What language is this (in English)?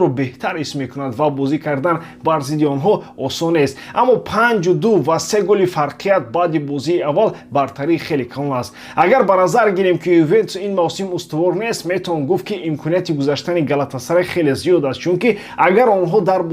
Tajik